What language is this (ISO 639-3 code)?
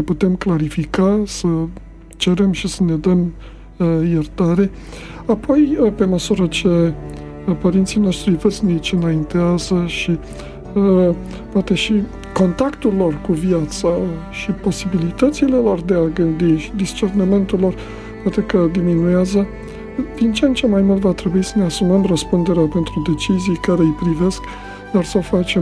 ron